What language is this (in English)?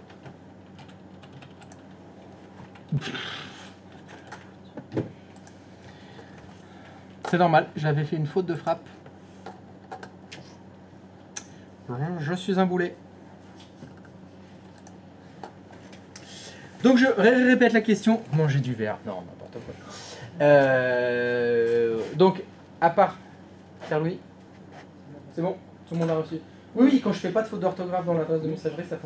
French